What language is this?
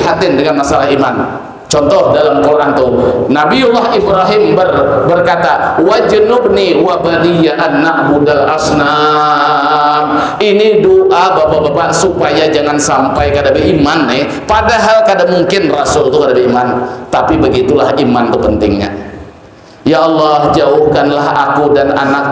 Banjar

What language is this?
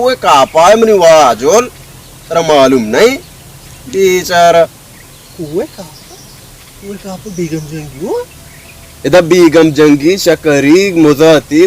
Baluchi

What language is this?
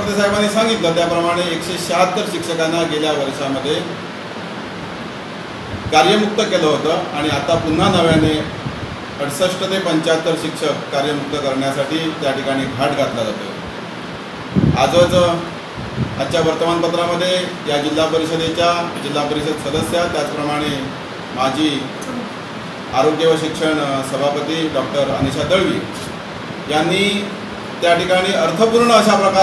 Marathi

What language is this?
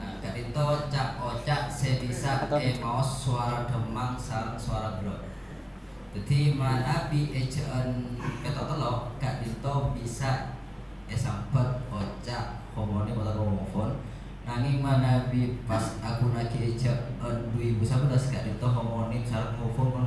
Madurese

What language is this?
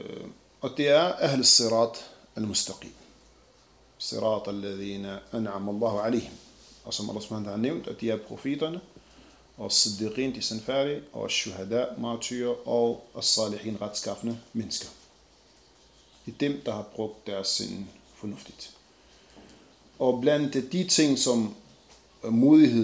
Danish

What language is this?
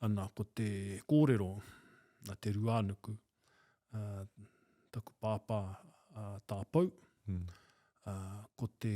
Māori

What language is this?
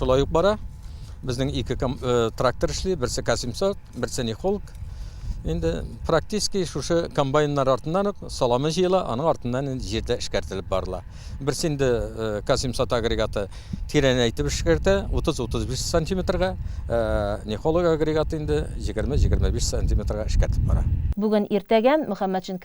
Tatar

